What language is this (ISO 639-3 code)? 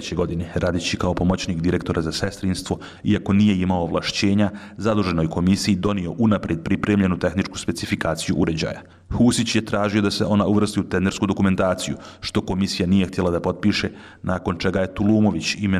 bos